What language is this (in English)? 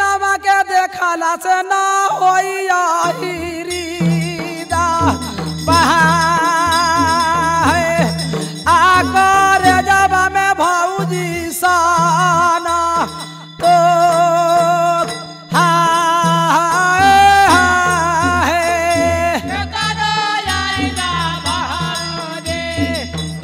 Bhojpuri